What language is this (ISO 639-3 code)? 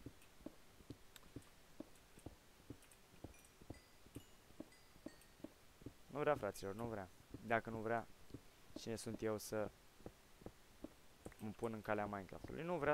ron